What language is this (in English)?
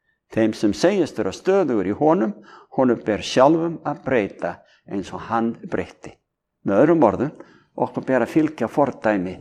Icelandic